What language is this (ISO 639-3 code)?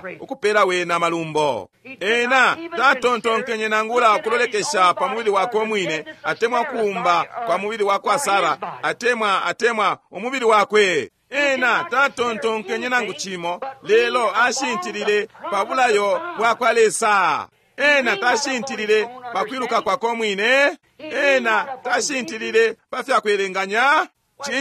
bem